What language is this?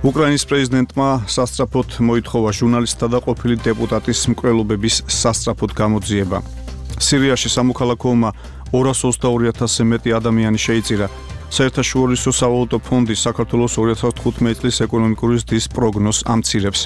Georgian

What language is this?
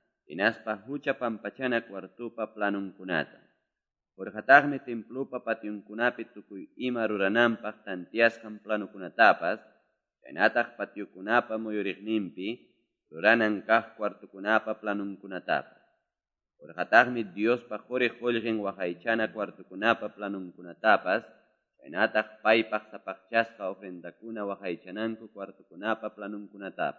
Quechua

